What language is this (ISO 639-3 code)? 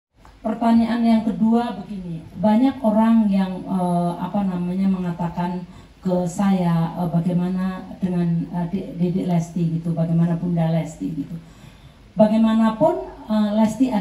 ind